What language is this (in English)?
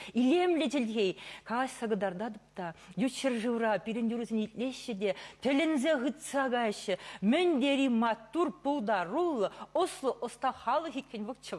Chuvash